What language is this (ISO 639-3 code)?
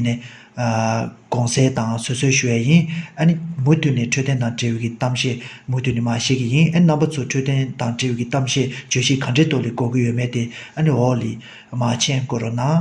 bod